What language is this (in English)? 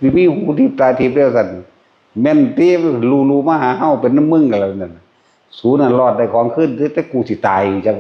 Northeastern Thai